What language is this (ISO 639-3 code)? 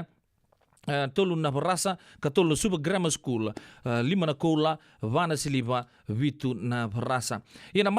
fij